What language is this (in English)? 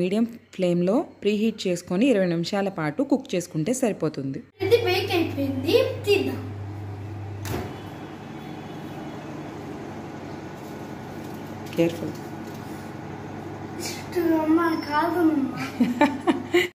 Telugu